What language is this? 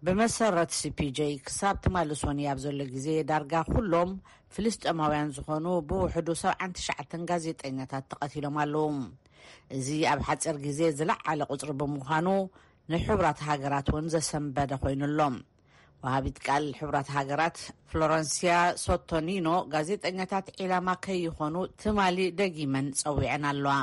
Tigrinya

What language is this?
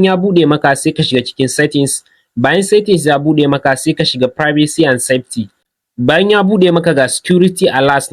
Hausa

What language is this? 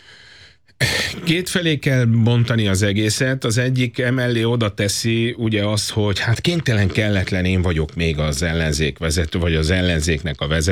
Hungarian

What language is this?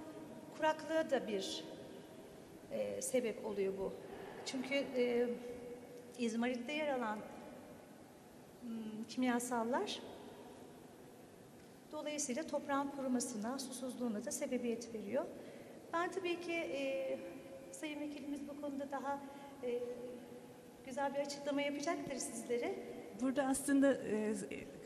Turkish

